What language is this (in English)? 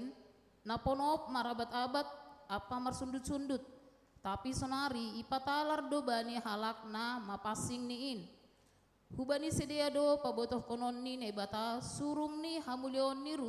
Batak Simalungun